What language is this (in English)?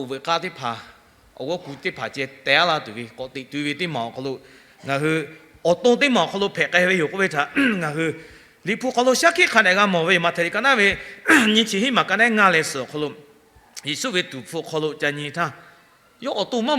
Lahu